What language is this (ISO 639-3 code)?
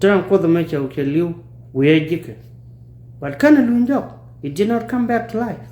nus